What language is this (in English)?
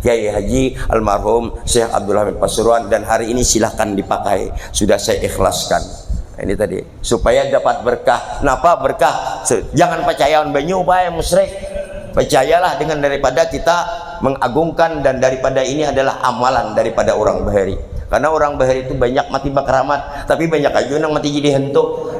Banjar